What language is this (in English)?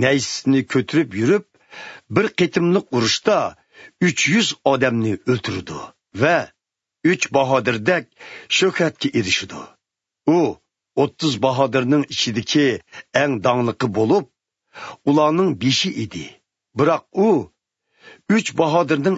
Uyghur